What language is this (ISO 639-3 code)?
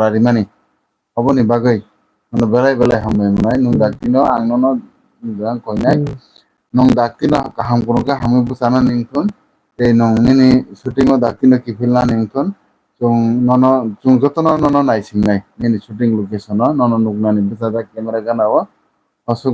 trp